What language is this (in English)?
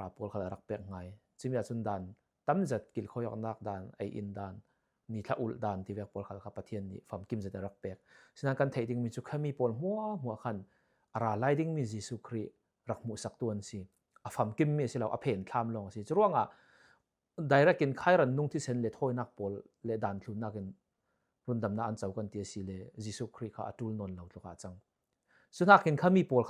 Falam Chin